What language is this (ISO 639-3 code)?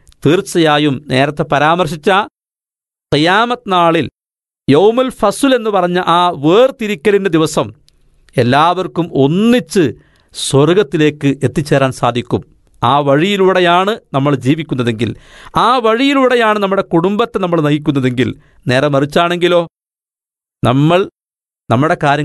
mal